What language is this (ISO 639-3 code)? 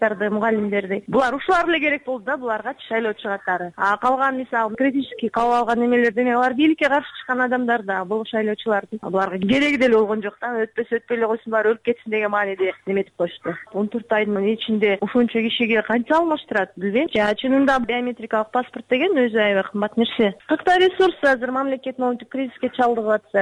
kir